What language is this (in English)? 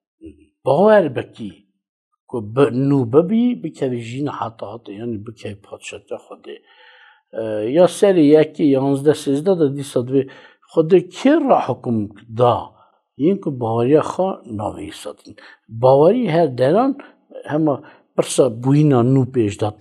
Kurdish